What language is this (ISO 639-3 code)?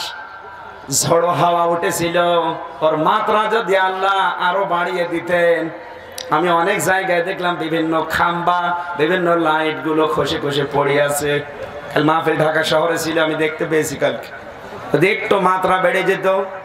ben